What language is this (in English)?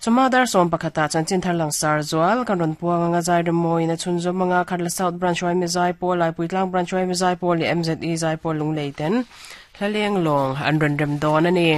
Mizo